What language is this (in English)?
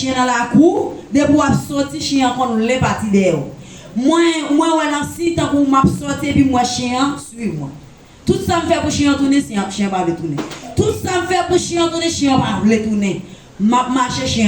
Haitian Creole